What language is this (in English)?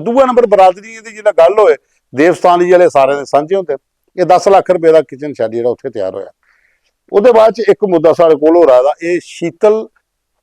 Dogri